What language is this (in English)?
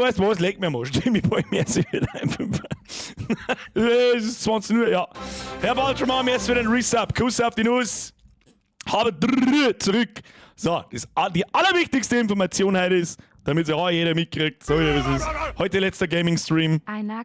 Bavarian